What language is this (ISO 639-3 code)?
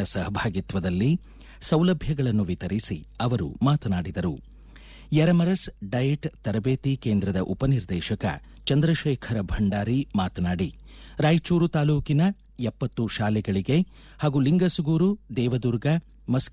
kan